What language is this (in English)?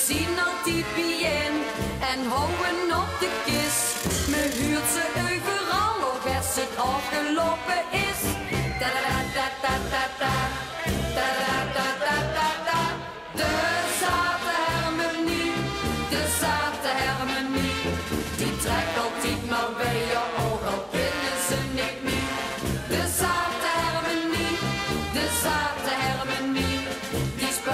Limburgish